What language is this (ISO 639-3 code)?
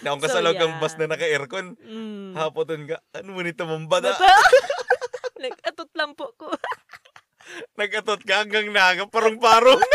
bik